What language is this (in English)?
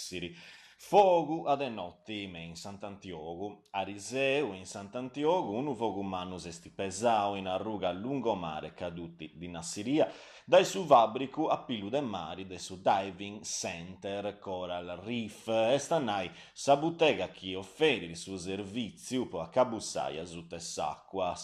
Sardinian